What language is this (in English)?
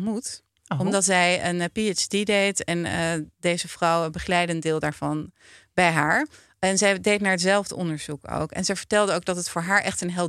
Dutch